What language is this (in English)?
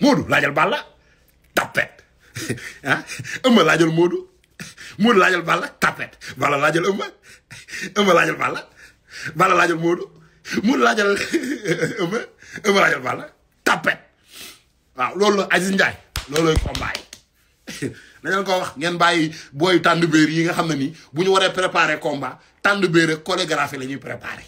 Wolof